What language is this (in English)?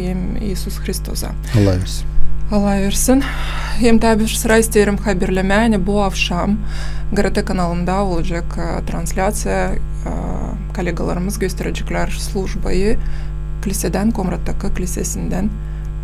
Gagauz